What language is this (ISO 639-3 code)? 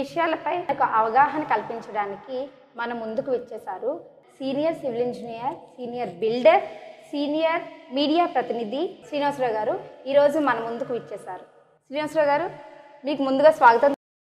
tel